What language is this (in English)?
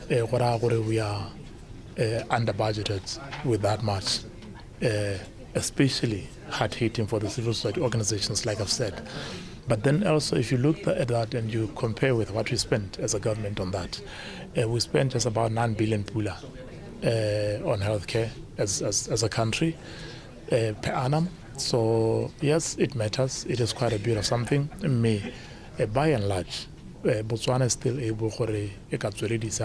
Tswana